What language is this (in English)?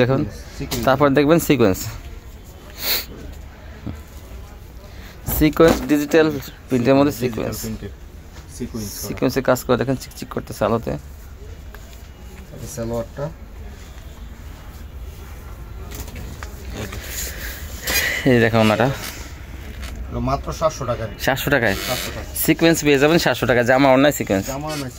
Bangla